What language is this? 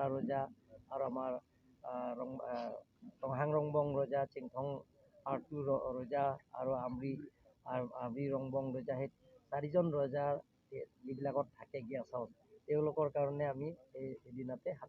Karbi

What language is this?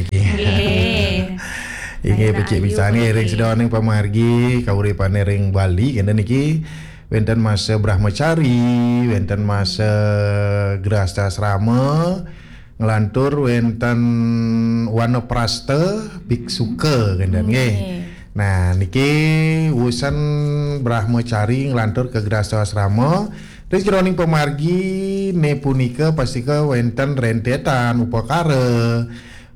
Balinese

